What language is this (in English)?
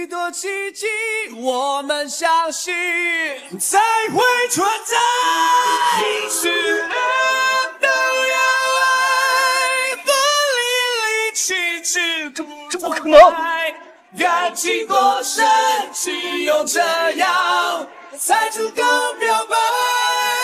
Chinese